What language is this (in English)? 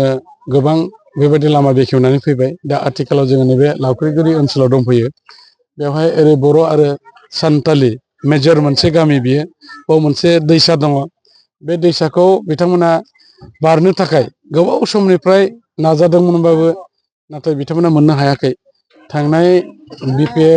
Bodo